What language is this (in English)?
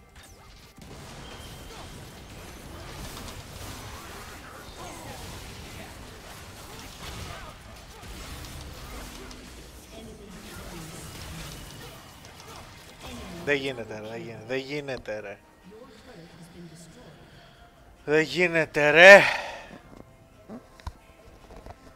Greek